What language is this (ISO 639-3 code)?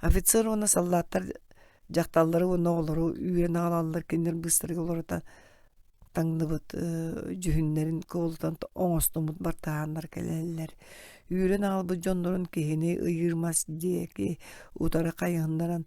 sah